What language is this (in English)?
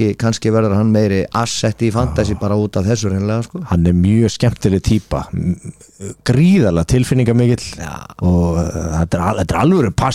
Icelandic